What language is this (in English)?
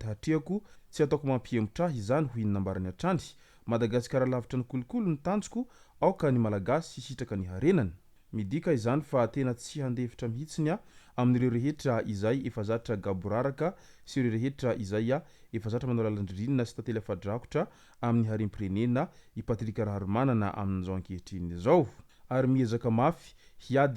Malagasy